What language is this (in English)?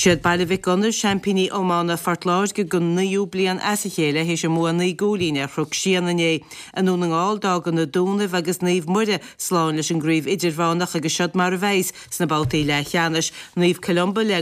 Irish